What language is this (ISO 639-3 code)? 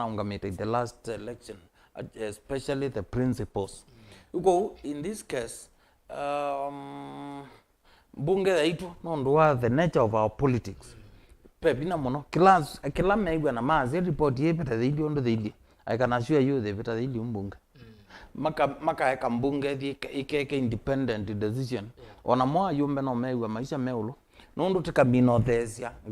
kam